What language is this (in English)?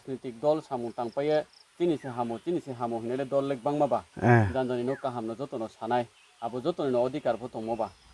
Riang (India)